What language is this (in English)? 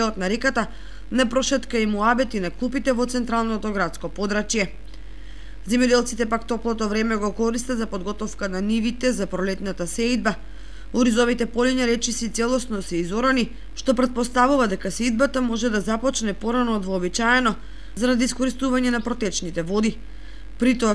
Macedonian